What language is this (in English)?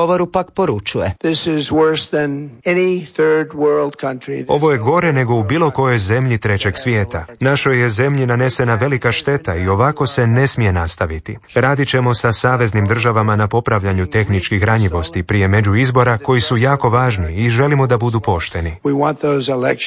Croatian